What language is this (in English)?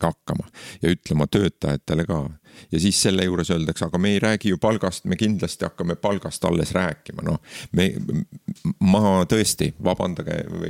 Estonian